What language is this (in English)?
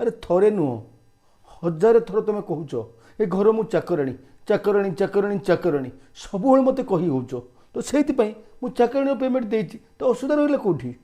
Odia